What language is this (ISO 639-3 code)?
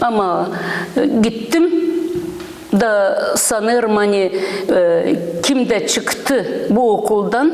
gag